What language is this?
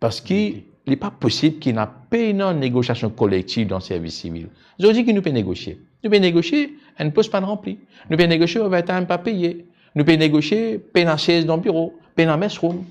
Morisyen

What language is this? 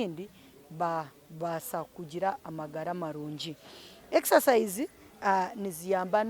Nyankole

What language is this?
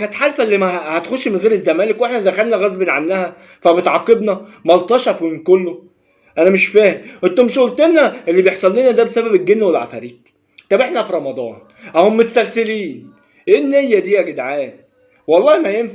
Egyptian Arabic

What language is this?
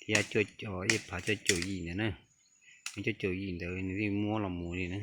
Hmong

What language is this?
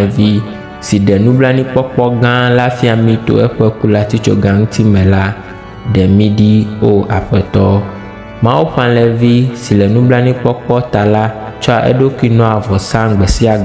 Ewe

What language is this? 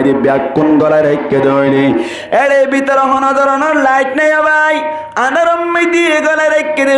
Rohingya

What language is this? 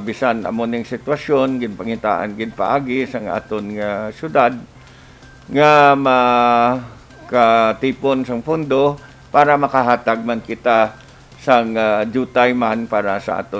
Hiligaynon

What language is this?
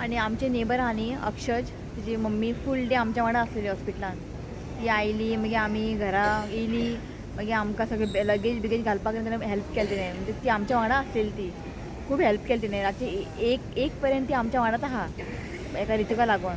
Konkani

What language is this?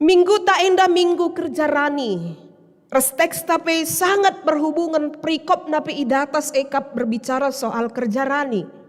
Batak Karo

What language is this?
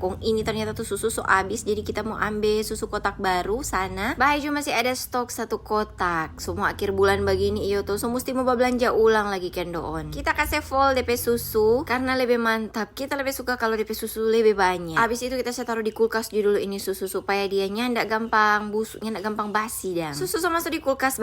Manado Malay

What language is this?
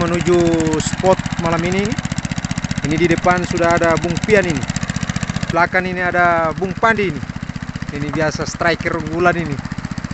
Indonesian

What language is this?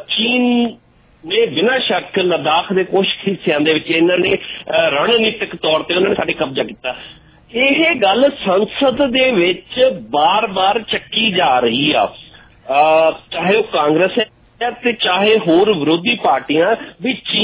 Punjabi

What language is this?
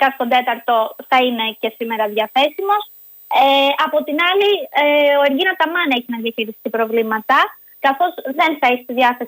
Greek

